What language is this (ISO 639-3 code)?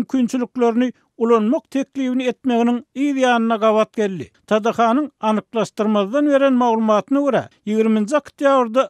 tuk